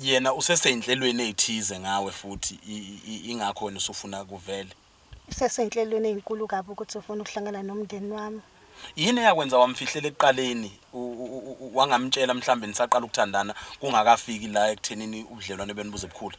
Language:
Zulu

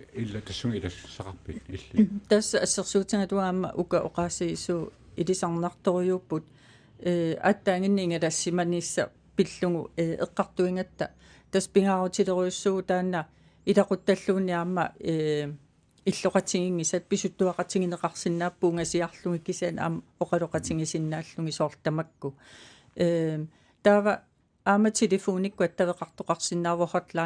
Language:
Kalaallisut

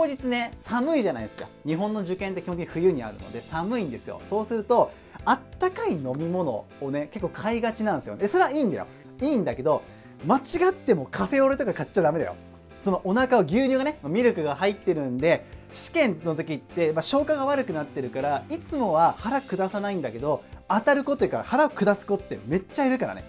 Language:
Japanese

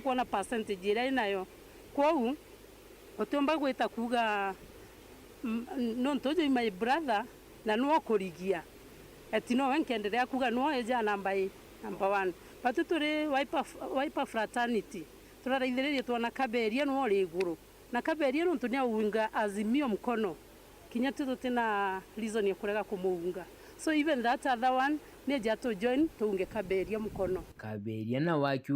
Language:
Meru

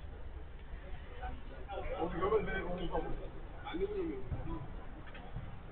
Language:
Turkish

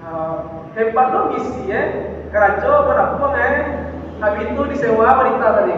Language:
Minangkabau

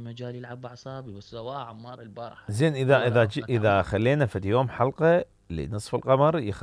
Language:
Mesopotamian Arabic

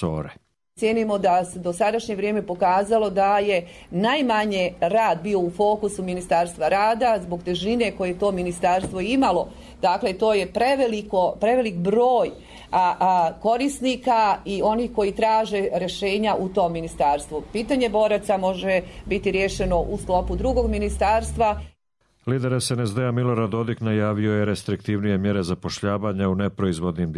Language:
Serbian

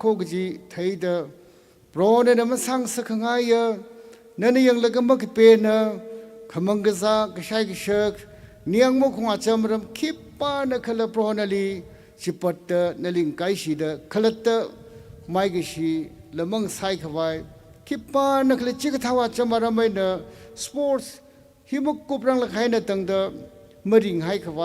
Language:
Tangkhul Naga (India)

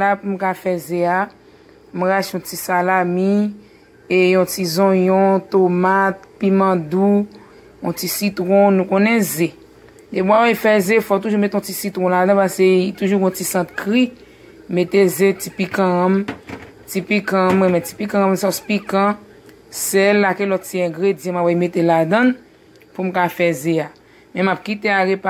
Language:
Haitian Creole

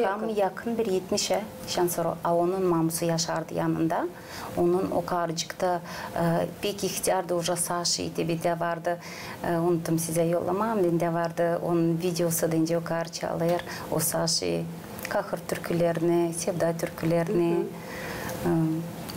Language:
Gagauz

